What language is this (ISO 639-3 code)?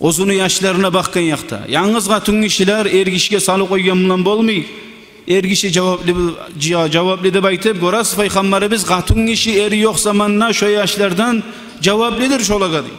kum